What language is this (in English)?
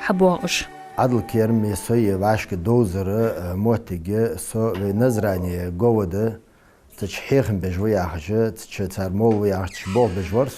Ingush